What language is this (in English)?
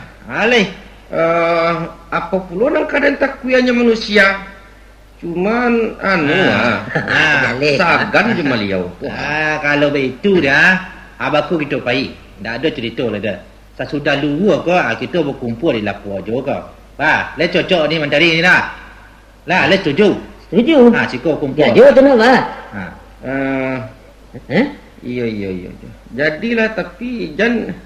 Minangkabau